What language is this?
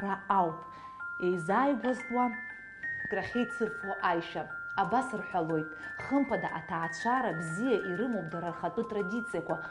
Abkhazian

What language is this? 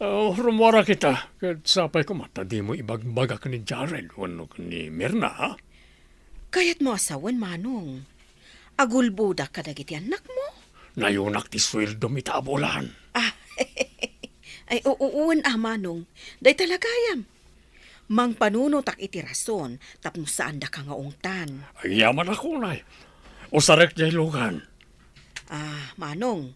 Iloko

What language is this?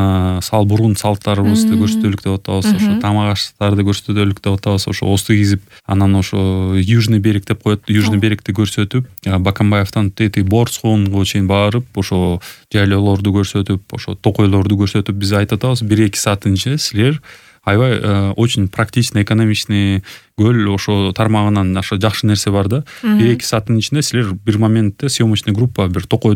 Kyrgyz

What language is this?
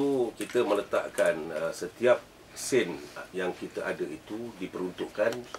Malay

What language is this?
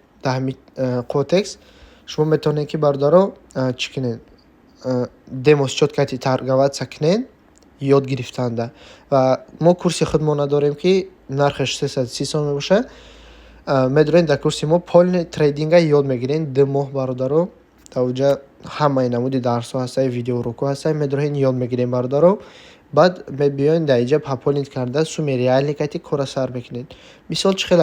Tajik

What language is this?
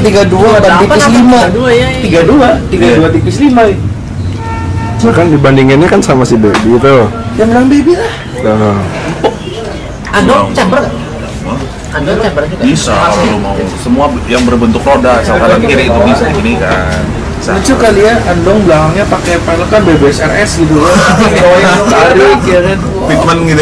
Indonesian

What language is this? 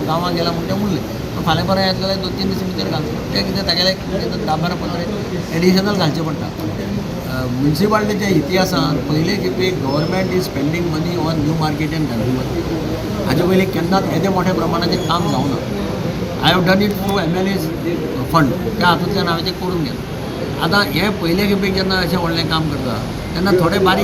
Konkani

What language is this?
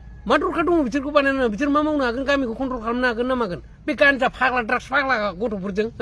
Bodo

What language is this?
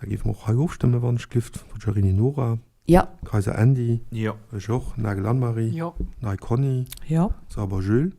Luxembourgish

